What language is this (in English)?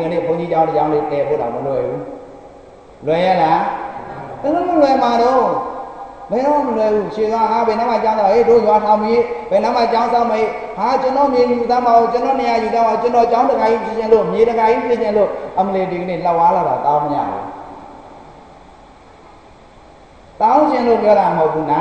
Burmese